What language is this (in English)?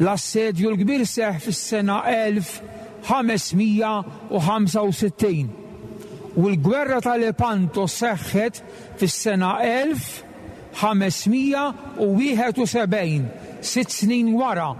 Maltese